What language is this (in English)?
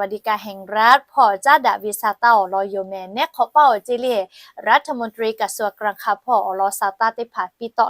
Lahu